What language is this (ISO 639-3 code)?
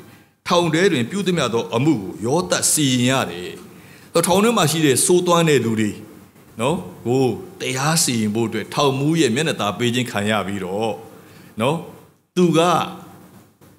mya